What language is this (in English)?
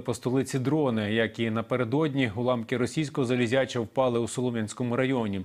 Ukrainian